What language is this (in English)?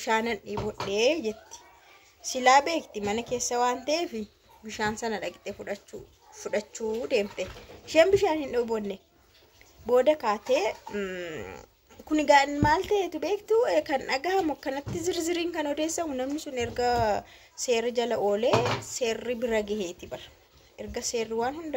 Oromo